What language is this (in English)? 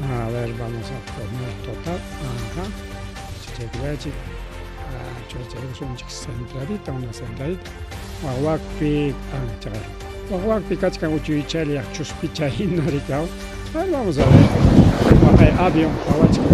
Ayacucho Quechua